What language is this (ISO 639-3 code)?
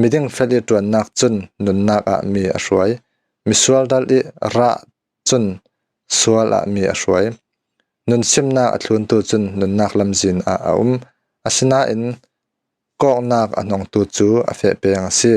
cfm